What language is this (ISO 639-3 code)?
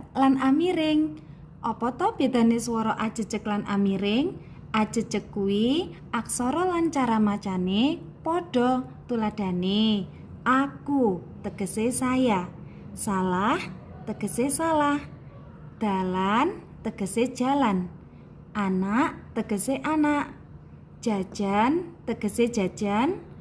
jav